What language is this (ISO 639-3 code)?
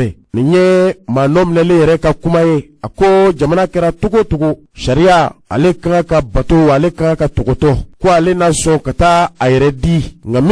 bam